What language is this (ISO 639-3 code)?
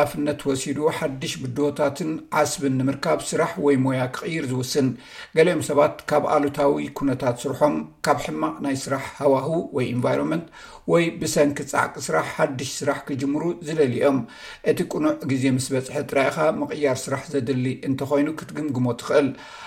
tir